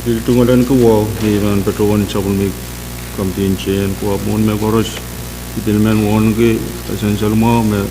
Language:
Pohnpeian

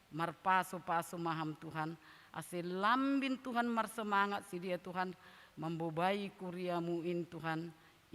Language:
Batak Simalungun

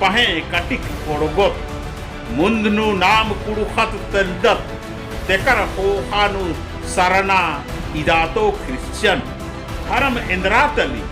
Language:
Kurukh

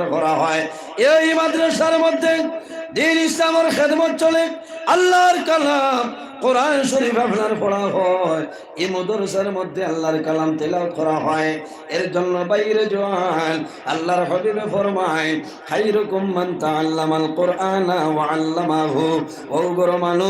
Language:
Sylheti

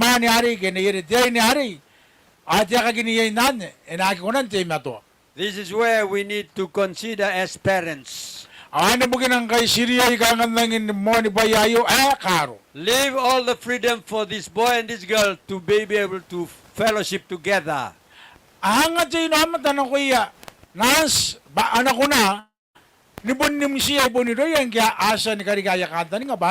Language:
Gilbertese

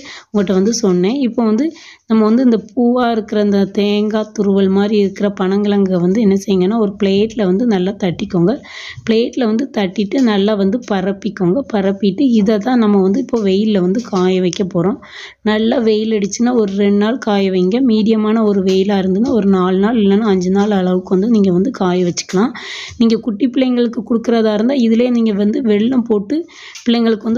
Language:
Tamil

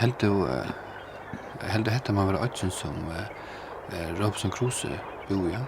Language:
Faroese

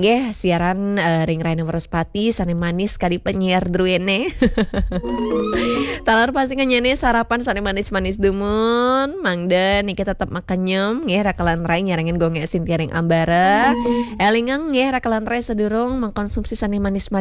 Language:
Balinese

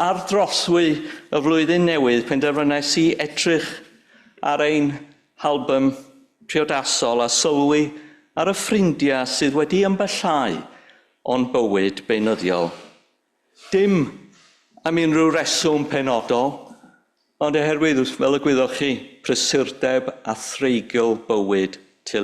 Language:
Welsh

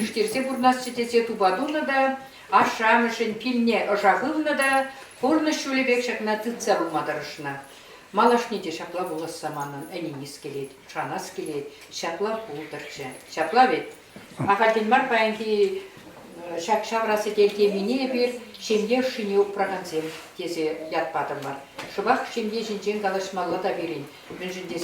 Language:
Chuvash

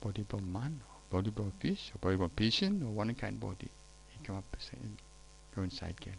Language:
Tok Pisin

